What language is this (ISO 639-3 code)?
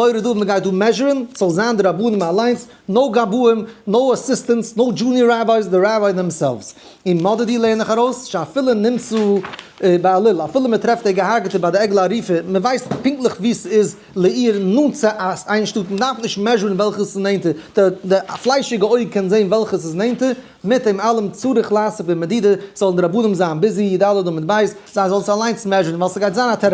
yid